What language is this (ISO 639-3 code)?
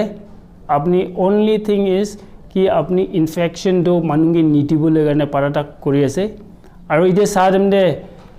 nag